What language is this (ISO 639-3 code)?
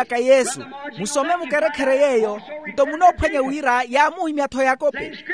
vmw